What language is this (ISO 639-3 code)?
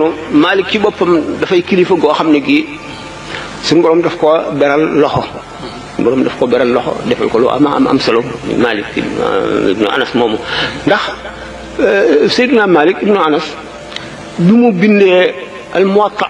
wol